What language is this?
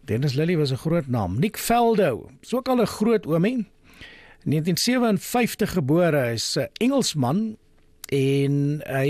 Afrikaans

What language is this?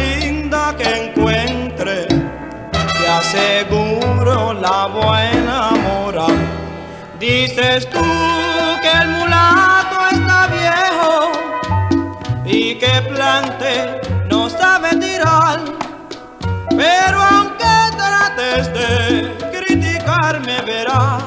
Spanish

